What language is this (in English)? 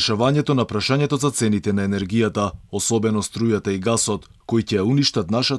Macedonian